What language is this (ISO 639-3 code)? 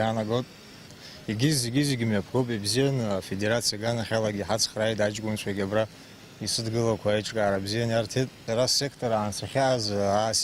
abk